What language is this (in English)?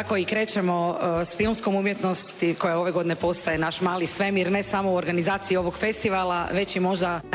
Croatian